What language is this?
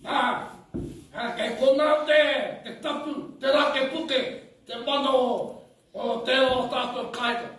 Māori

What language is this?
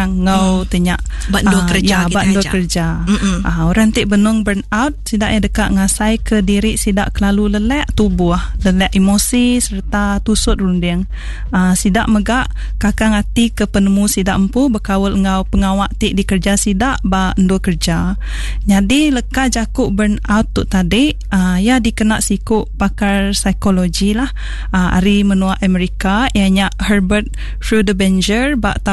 Iban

